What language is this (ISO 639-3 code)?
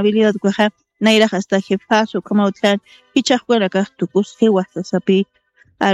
aym